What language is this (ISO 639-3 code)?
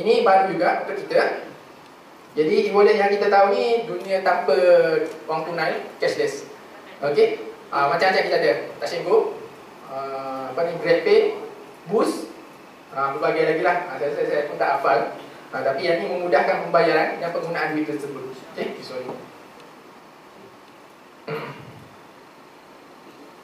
msa